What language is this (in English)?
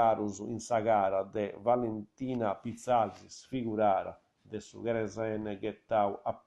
Sardinian